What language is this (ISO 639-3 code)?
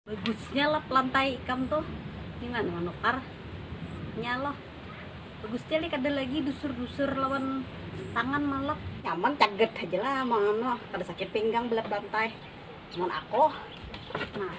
bjn